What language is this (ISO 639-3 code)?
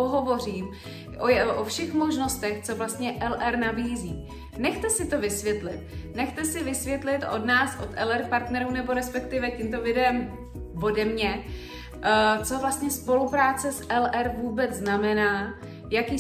ces